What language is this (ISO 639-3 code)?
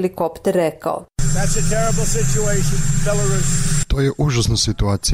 srp